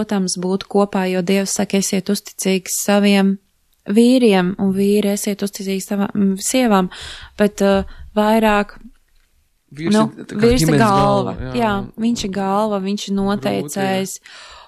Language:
Latvian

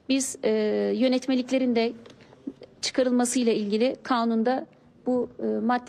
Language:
Turkish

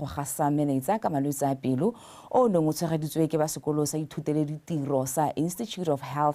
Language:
Tswana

